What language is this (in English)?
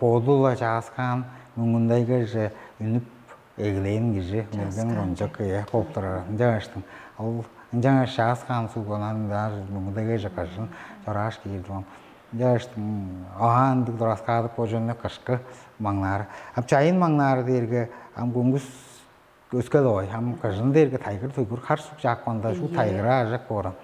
Tuvinian